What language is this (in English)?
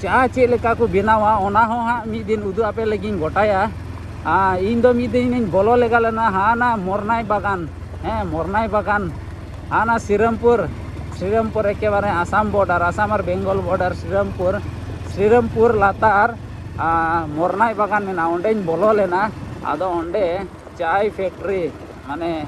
Santali